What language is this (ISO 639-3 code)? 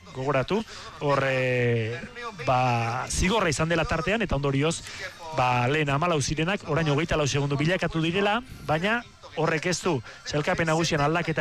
eus